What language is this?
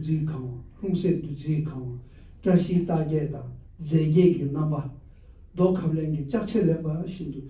Tibetan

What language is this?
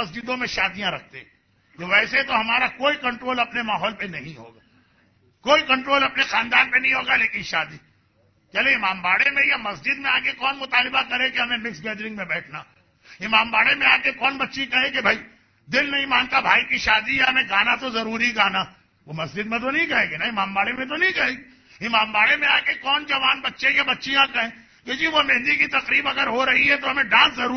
Urdu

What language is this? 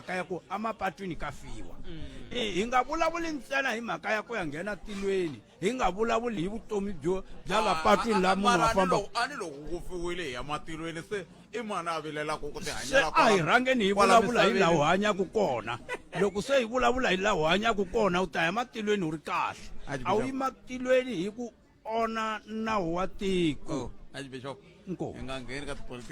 Tsonga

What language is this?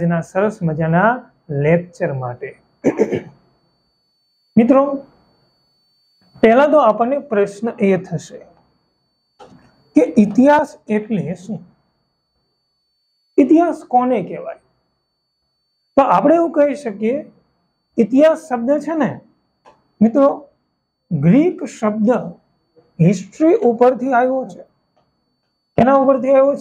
Gujarati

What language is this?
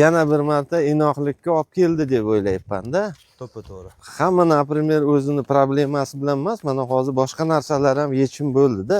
Uzbek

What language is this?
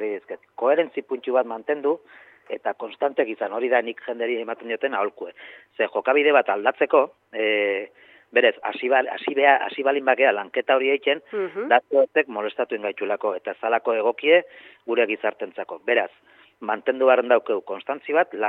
Basque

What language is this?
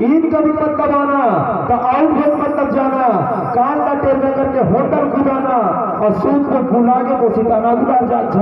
Chhattisgarhi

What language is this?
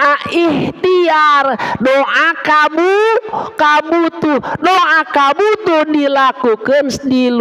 Sundanese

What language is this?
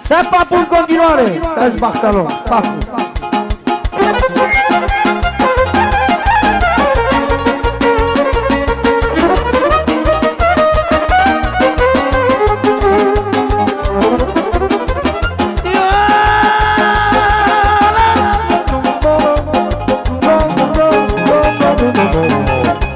Romanian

